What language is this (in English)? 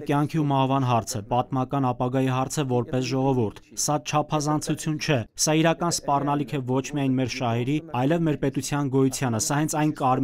Armenian